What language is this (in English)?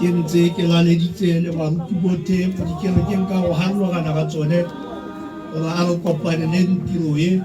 Tswana